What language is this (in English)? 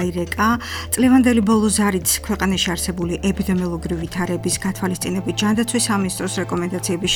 Georgian